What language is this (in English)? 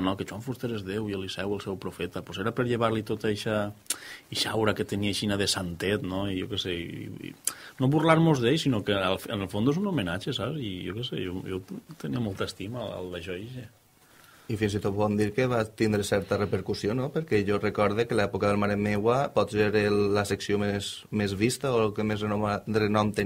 Catalan